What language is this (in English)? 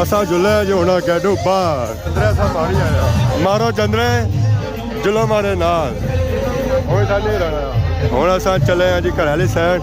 Pahari-Potwari